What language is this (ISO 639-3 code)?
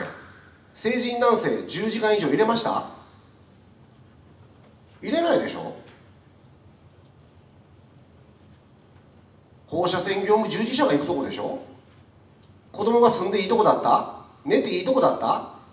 jpn